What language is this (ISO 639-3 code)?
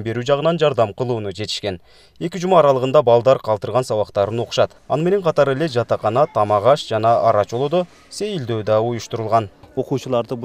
kir